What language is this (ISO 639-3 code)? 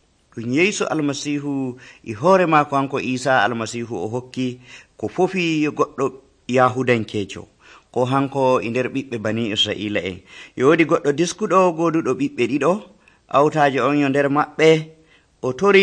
fuv